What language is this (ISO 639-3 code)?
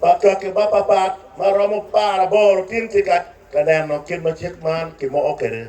ach